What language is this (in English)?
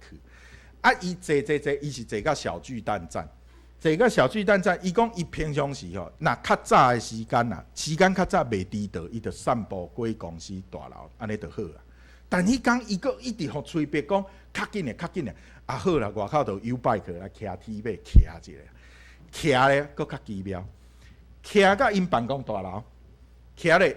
Min Nan Chinese